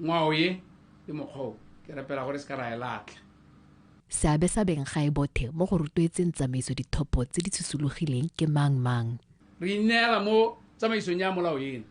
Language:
Tswana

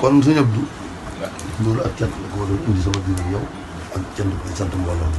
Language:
Wolof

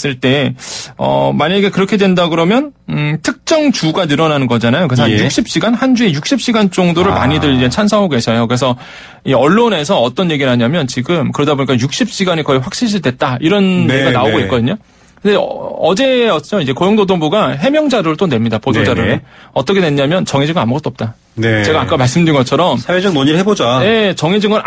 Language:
Korean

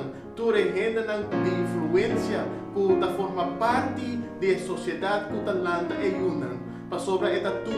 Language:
Papiamento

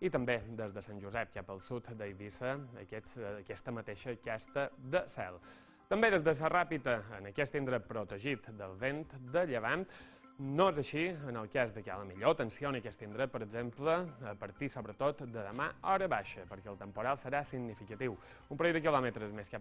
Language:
Catalan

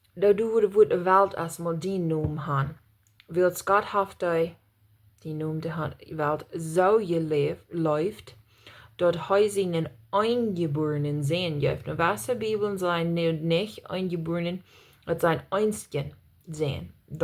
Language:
Plautdietsch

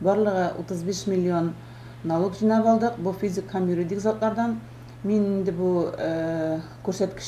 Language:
Tatar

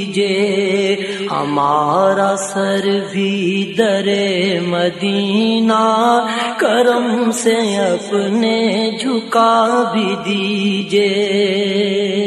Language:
Urdu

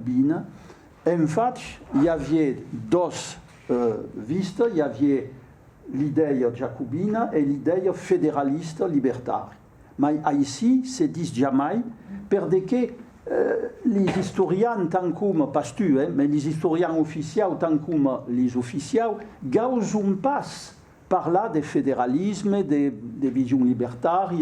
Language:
Occitan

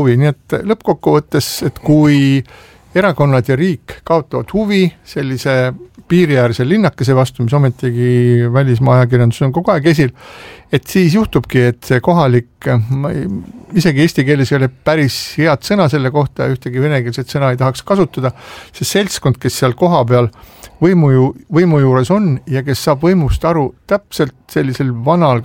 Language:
Estonian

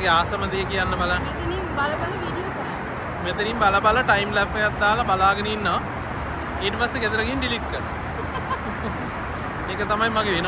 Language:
Sinhala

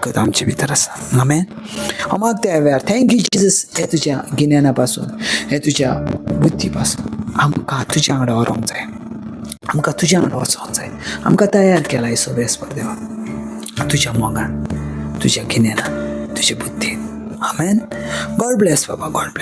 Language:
Konkani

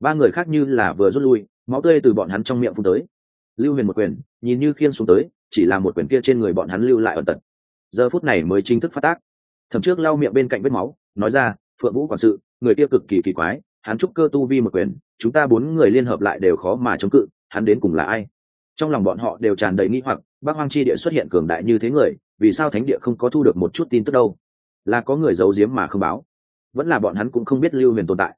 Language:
Vietnamese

